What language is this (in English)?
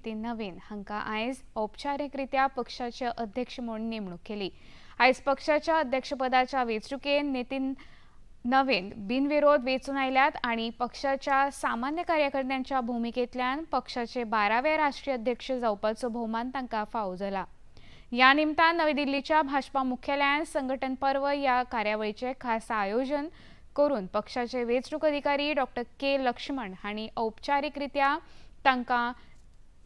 Konkani